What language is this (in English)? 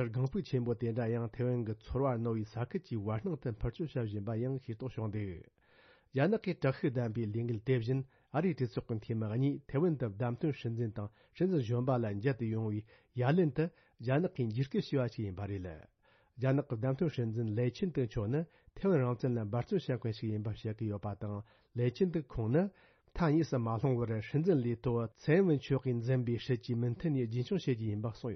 Tibetan